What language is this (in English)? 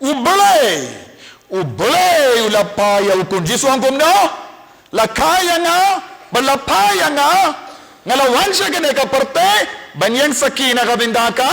Khasi